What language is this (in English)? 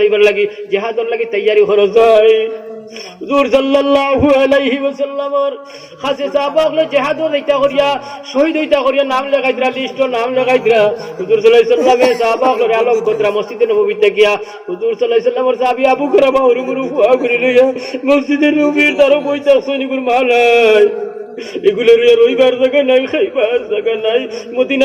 Sylheti